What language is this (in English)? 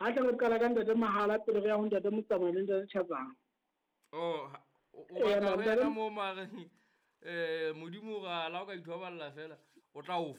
Southern Sotho